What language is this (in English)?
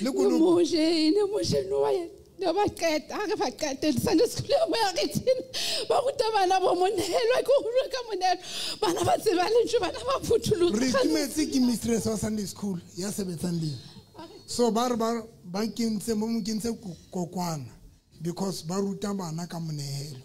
Southern Sotho